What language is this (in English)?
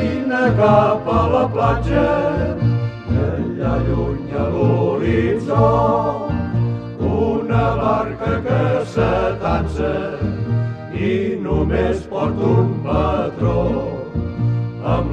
Catalan